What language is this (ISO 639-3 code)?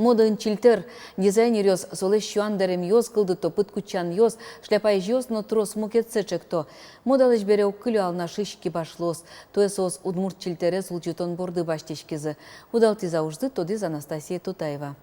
udm